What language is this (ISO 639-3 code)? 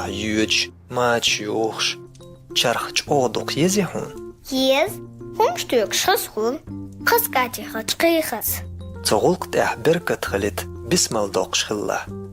che